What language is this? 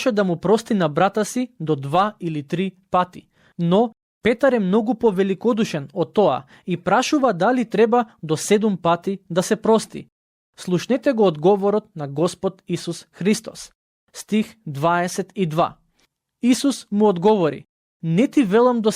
Macedonian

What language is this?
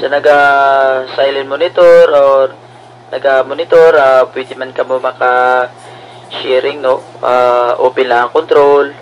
Hiligaynon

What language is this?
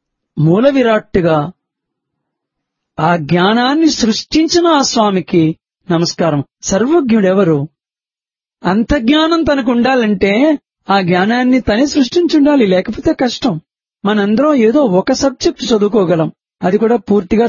Telugu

